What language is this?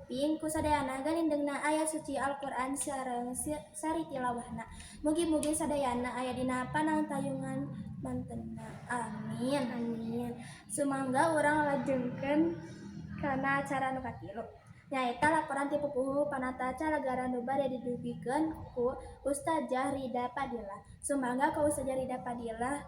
Sundanese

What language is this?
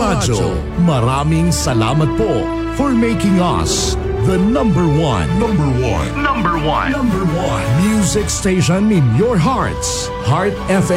Filipino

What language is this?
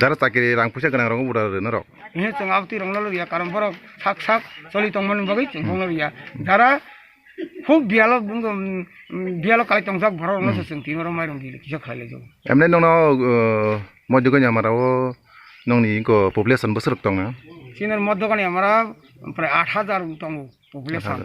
Kok Borok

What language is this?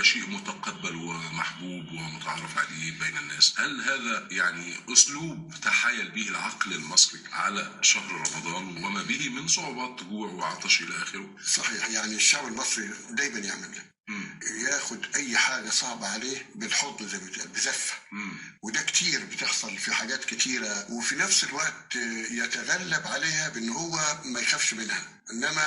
Egyptian Arabic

